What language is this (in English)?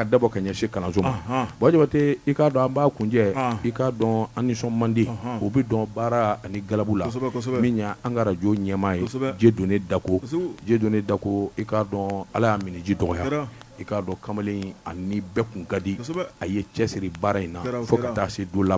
Bambara